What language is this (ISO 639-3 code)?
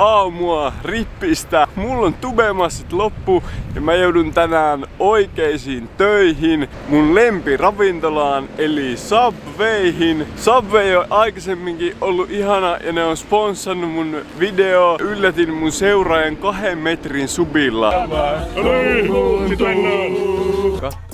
fin